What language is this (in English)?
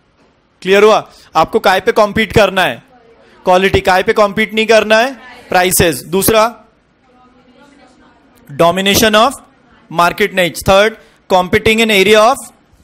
Hindi